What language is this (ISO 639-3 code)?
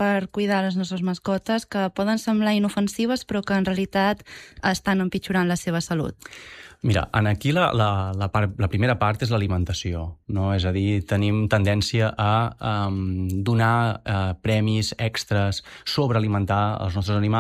cat